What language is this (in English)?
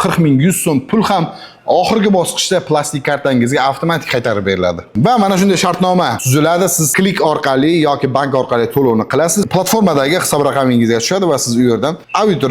Uzbek